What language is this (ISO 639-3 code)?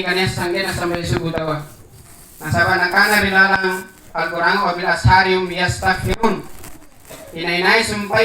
mak